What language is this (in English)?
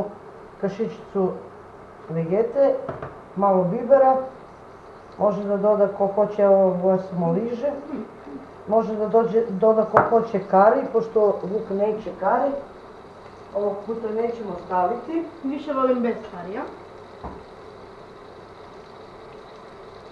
Serbian